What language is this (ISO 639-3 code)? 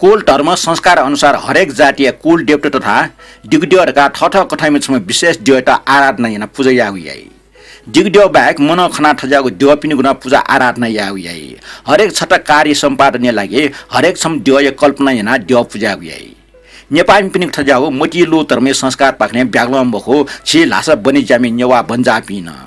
new